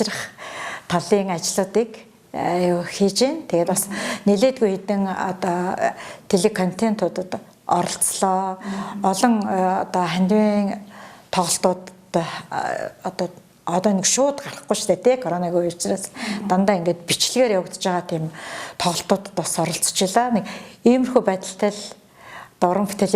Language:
Mongolian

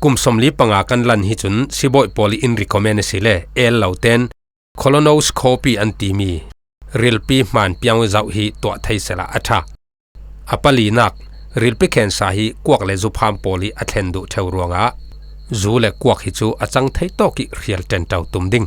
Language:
Falam Chin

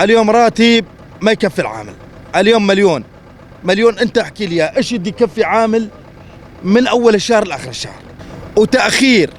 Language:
North Levantine Arabic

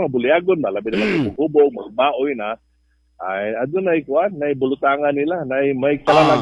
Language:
Cebuano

